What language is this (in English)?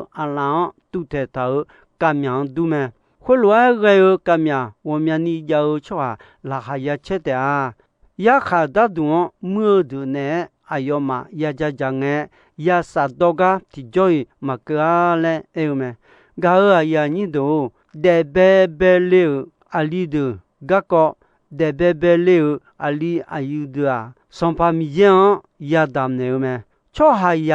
Akha